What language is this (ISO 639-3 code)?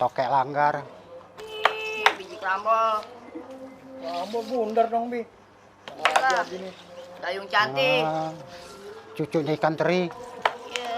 bew